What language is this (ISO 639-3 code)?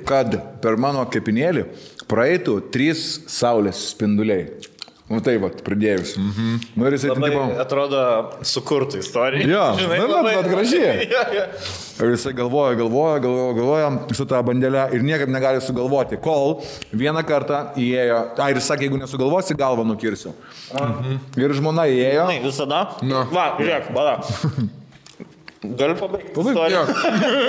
lit